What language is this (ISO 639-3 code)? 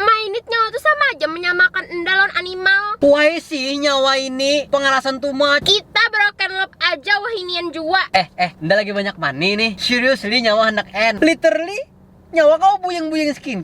bjn